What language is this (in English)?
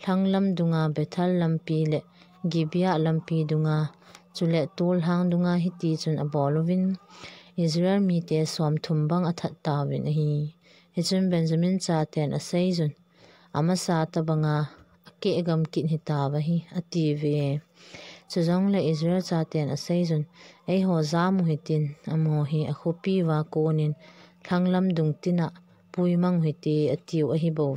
Thado Chin